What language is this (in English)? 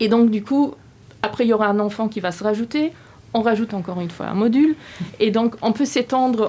Luxembourgish